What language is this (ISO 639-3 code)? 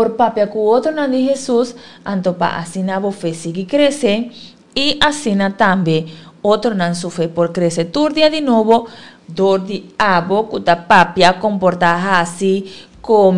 pap